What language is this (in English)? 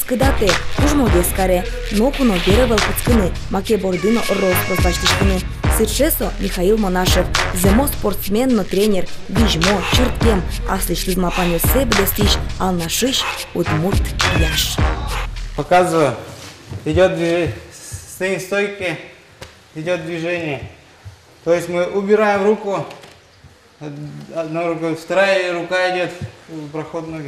Udmurt